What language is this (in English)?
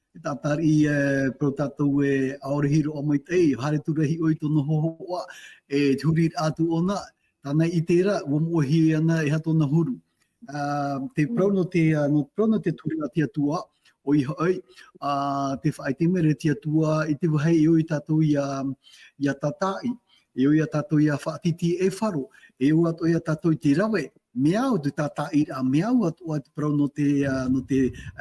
Tahitian